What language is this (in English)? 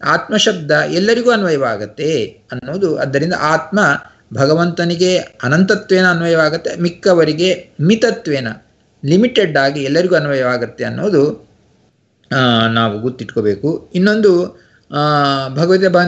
Kannada